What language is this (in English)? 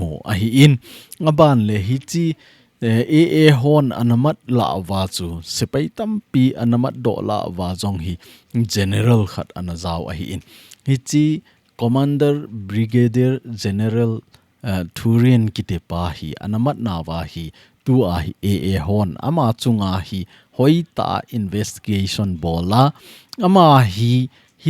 Thado Chin